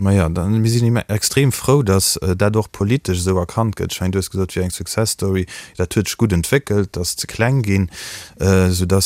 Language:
Luxembourgish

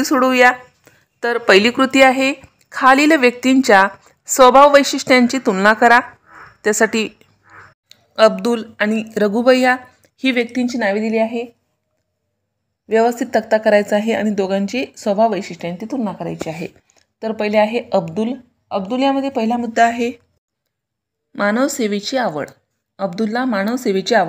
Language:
Marathi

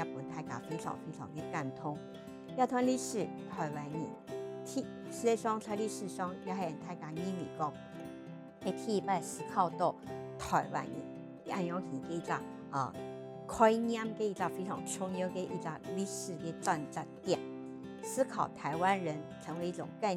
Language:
Hakka Chinese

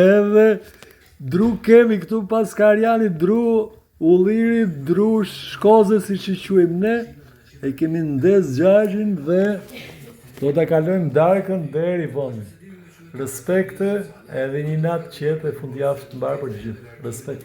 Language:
Albanian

